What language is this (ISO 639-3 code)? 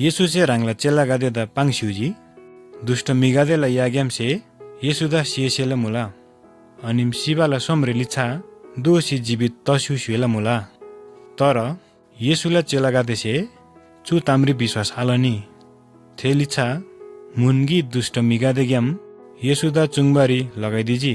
taj